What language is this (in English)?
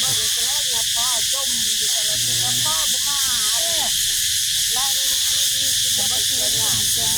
Northeastern Thai